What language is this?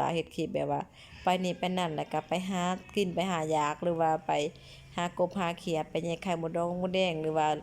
Lao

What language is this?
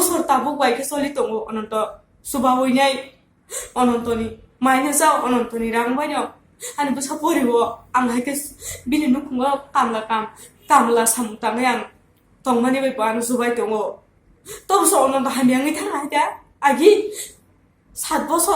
Kok Borok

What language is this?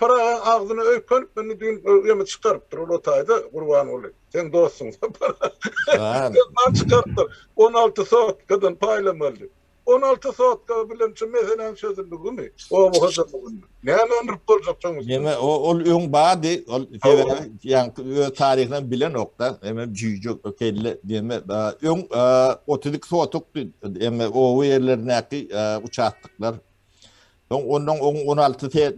Turkmen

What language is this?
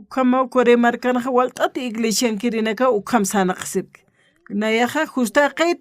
Aymara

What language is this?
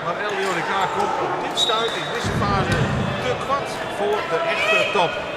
Western Frisian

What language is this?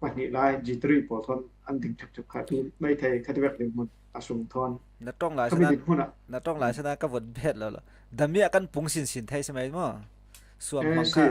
Falam Chin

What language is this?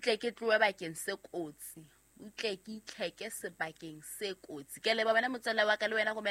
Southern Sotho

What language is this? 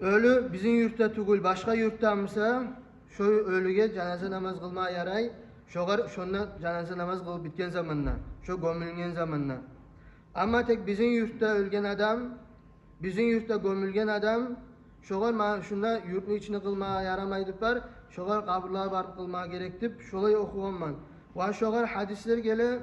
Kumyk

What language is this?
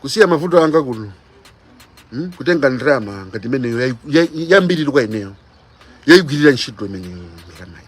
Nyanja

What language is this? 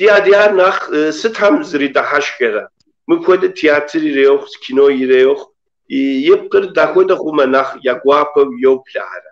Kabardian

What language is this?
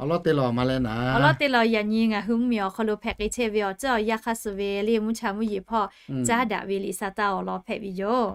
Lahu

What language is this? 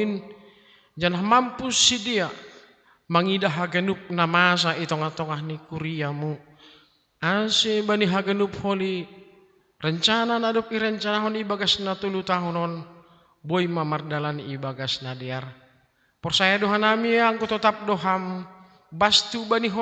Batak Simalungun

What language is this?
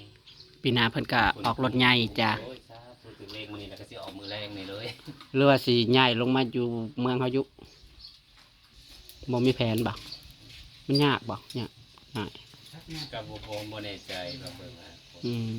Northeastern Thai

